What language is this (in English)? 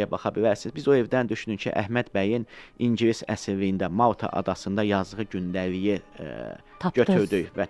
Azerbaijani